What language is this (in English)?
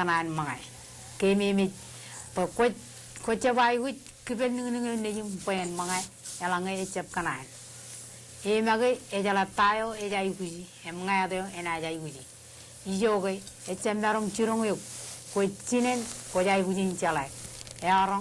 Marshallese